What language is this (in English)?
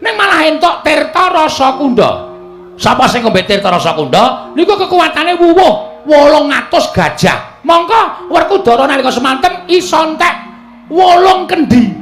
Javanese